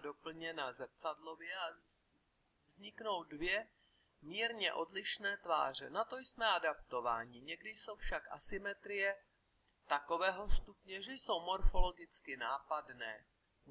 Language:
Czech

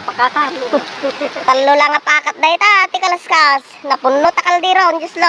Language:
Iloko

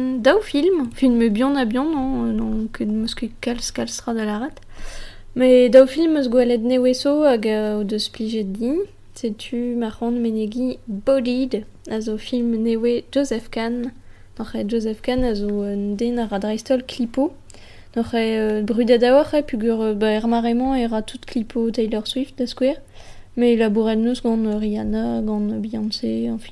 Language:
Breton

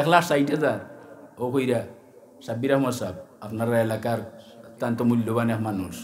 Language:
Sylheti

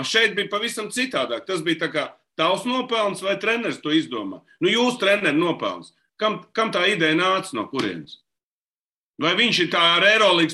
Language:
Latvian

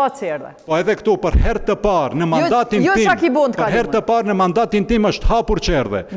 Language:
Albanian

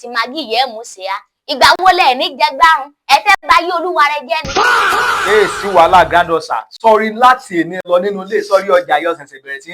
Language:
Yoruba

